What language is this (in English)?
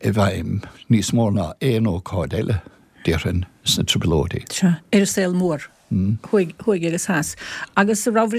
Irish